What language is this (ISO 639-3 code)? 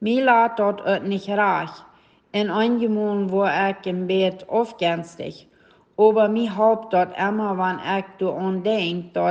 pdt